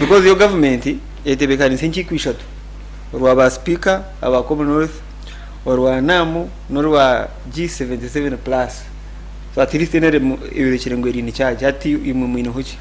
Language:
Nyankole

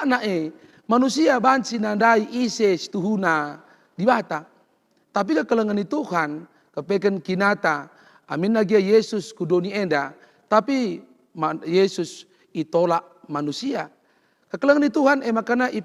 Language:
Batak Karo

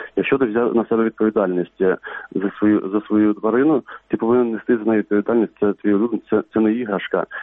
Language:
Ukrainian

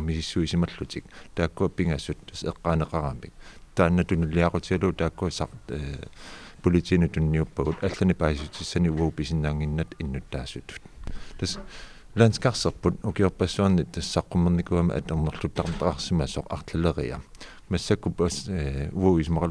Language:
Kalaallisut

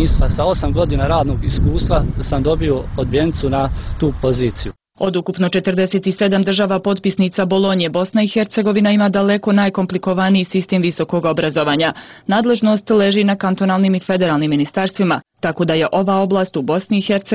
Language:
Bosnian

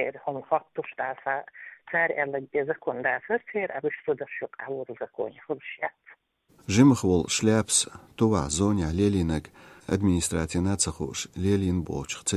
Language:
Chechen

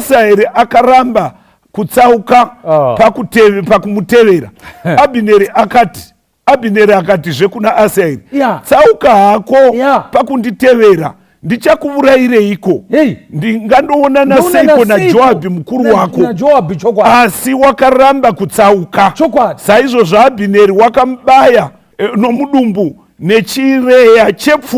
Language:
Shona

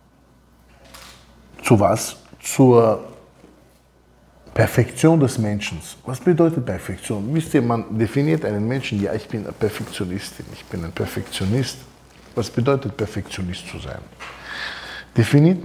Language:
German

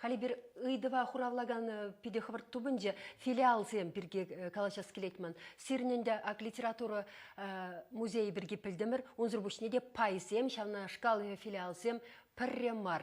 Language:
Chuvash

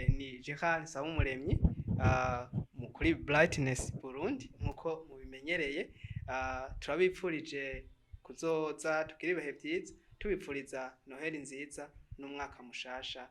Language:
Rundi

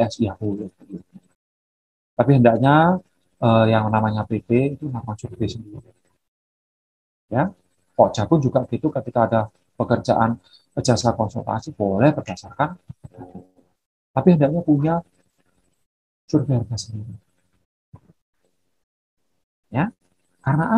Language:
Indonesian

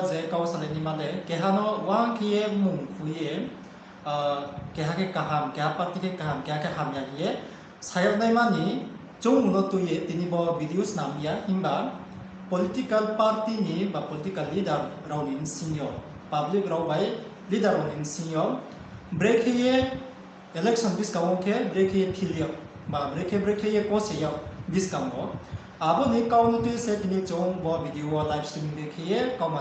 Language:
Riang (India)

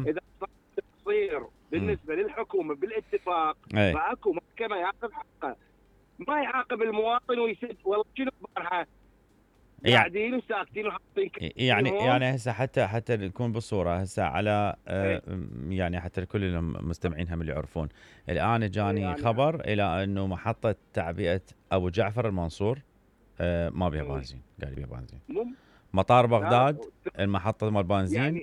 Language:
Mesopotamian Arabic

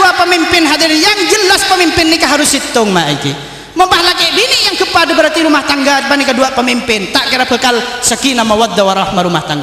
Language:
Madurese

